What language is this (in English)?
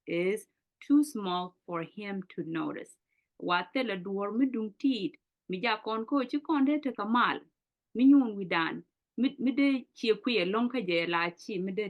Nuer